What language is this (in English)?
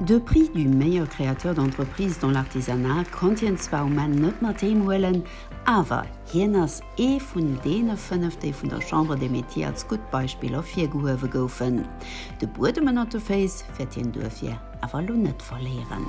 Luxembourgish